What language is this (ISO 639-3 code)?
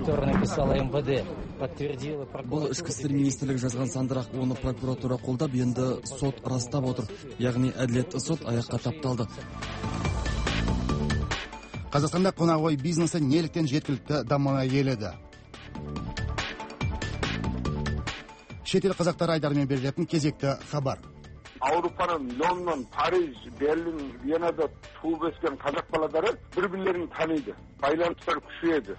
kaz